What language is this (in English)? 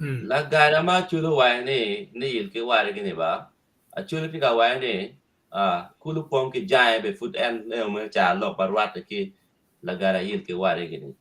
Acoli